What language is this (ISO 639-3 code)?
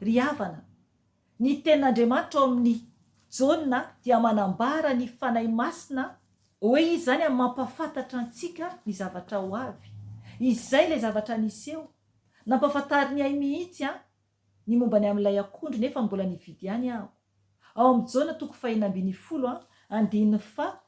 mlg